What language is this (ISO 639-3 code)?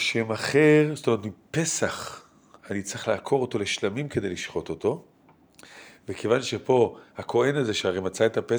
heb